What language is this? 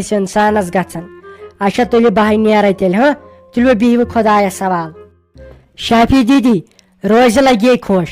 Kashmiri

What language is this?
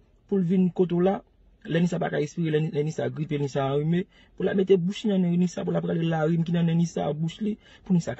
Haitian Creole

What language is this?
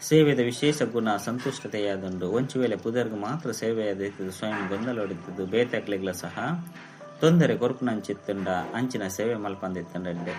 Tulu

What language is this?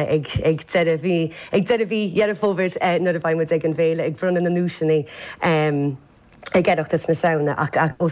Irish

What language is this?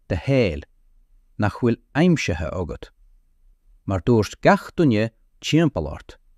Irish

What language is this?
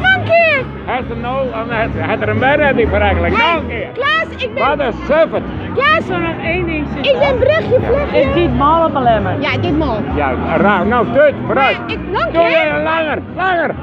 Western Frisian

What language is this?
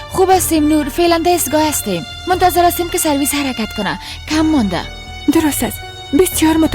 Persian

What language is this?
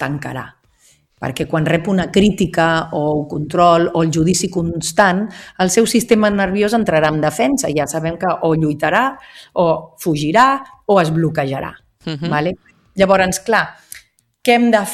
Catalan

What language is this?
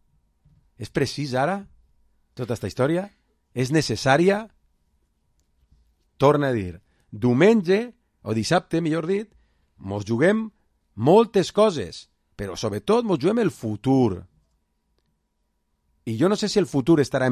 Catalan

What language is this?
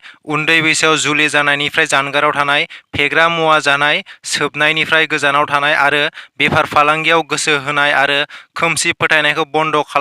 Bodo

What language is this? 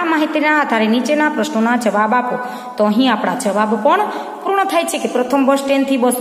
Gujarati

